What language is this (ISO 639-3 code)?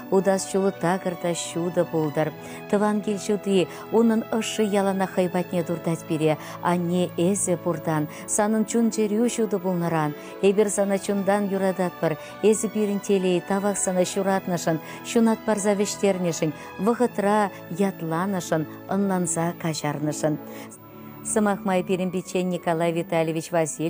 chv